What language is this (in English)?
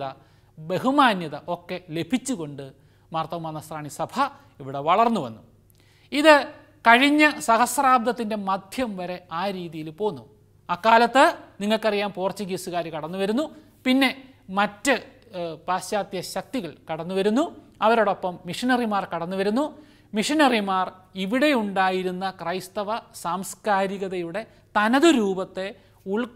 Malayalam